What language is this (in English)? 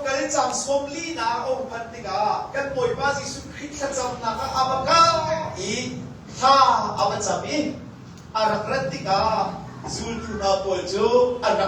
Hakha Chin